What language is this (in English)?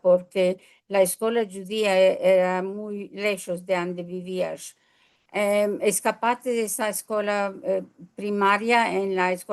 Ladino